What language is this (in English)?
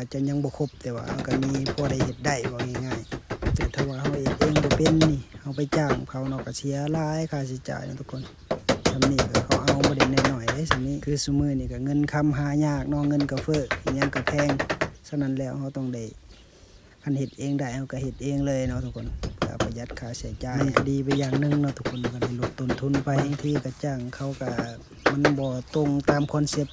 Lao